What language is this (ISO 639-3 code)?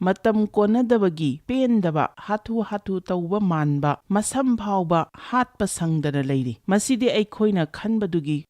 mni